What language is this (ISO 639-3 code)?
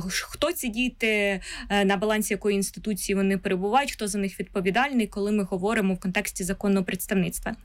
ukr